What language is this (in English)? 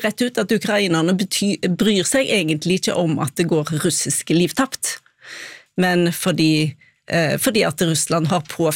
Norwegian